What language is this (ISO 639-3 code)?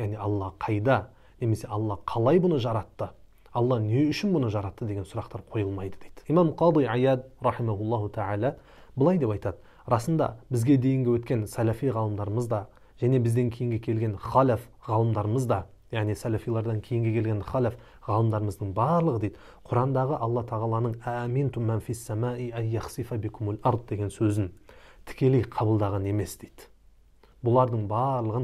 kaz